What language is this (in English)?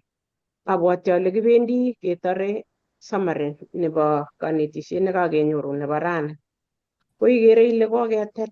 Kalenjin